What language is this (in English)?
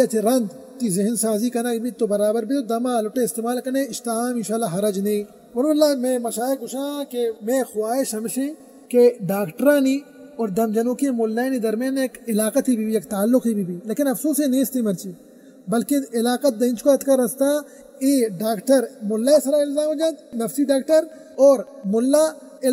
Baluchi